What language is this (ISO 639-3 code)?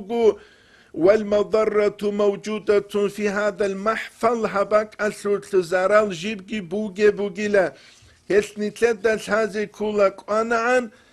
ava